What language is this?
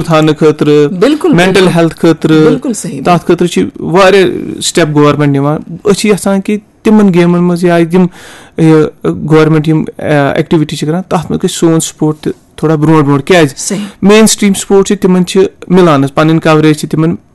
Kashmiri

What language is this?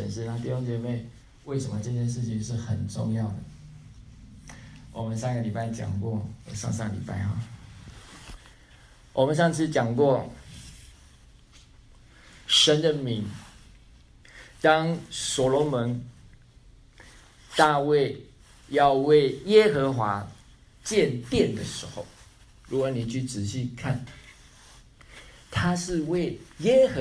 Chinese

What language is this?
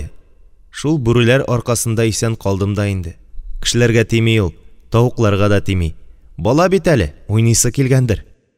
Tatar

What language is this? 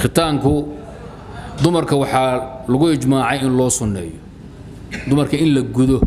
Somali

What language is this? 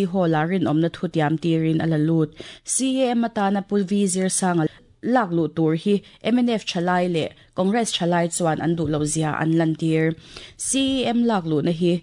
Mizo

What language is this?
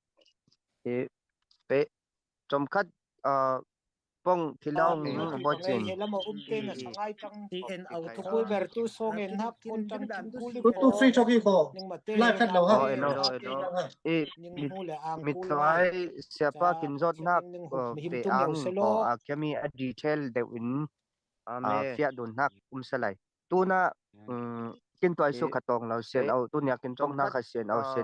Falam Chin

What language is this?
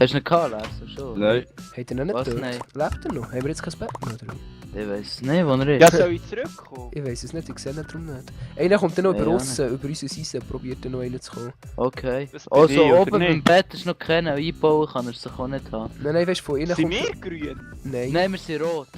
Swiss German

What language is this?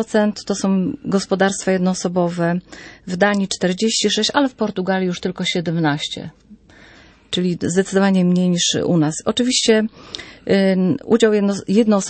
Polish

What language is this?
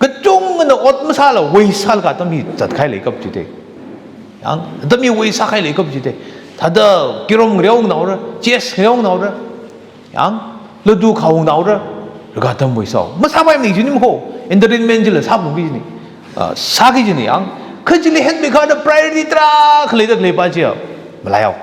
Tangkhul Naga (India)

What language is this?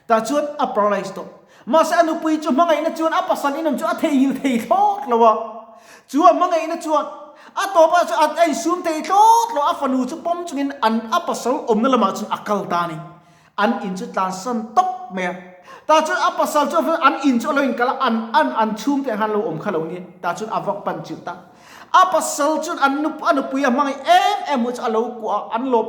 Mizo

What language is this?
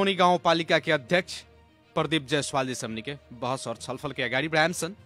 Bhojpuri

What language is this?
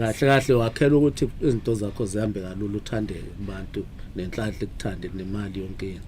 Zulu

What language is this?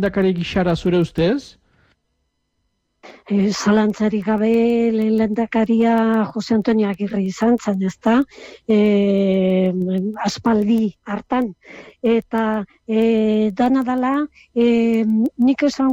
Basque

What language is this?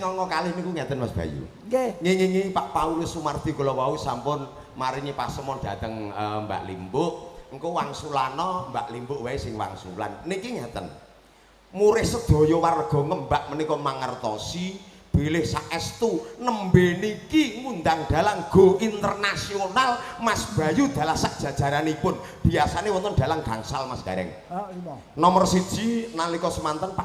Javanese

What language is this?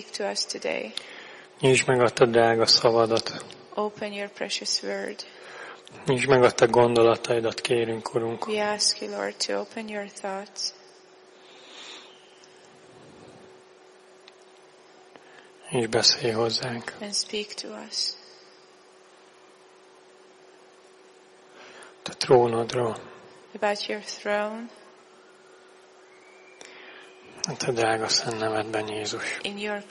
Hungarian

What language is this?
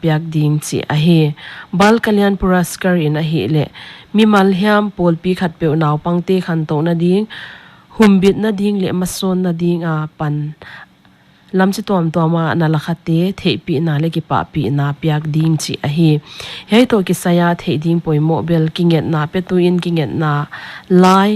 Paite Chin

